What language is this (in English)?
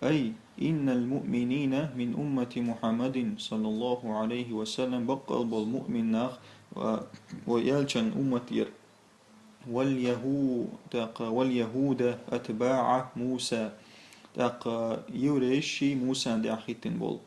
Chechen